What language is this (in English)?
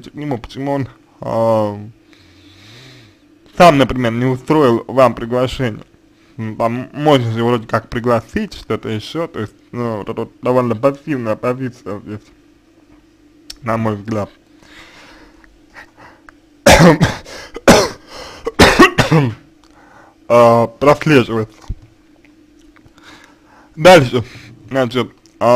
Russian